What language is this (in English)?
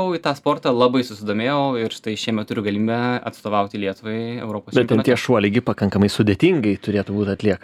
Lithuanian